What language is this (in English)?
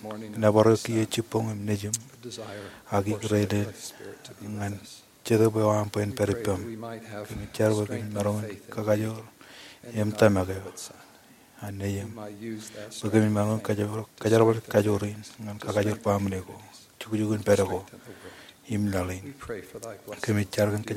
Marshallese